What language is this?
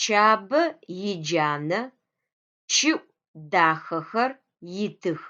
Adyghe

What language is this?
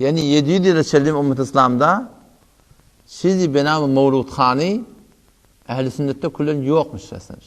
Turkmen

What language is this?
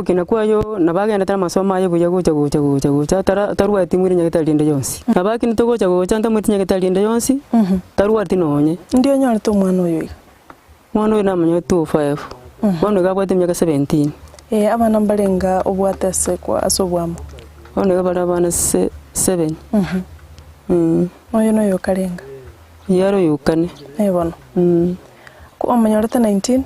Gusii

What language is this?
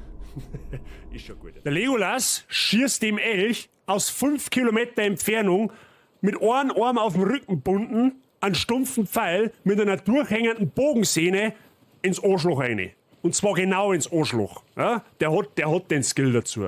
Bavarian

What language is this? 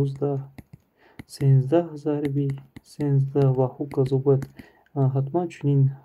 Tajik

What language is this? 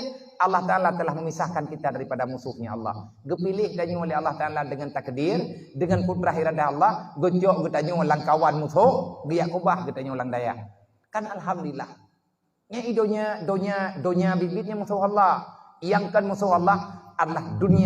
Achinese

